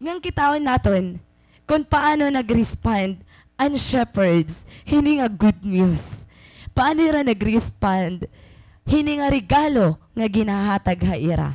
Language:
Waray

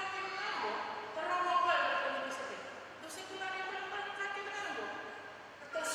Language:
Fijian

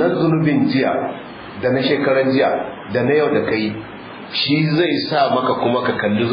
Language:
Hausa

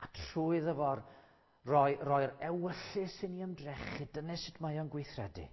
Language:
Welsh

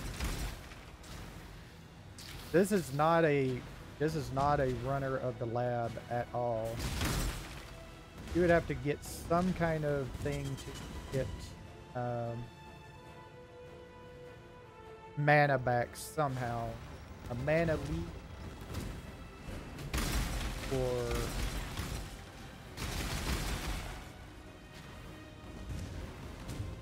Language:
English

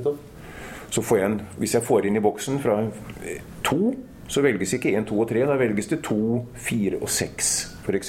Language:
Norwegian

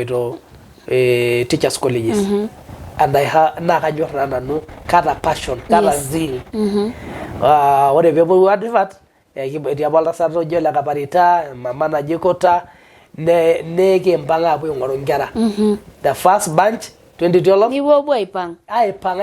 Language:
Masai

